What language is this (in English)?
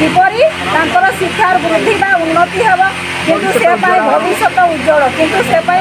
Odia